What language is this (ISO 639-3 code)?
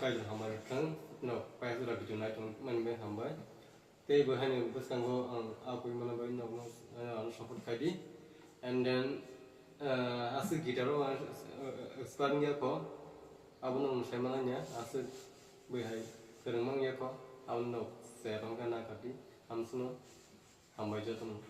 trp